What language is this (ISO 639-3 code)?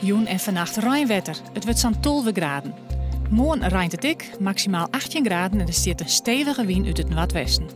fry